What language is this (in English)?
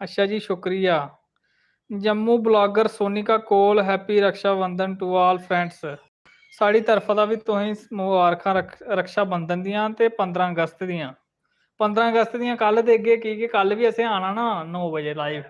Dogri